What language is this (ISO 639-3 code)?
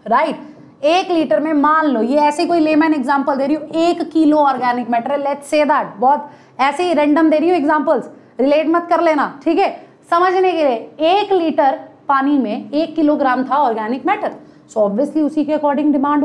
hin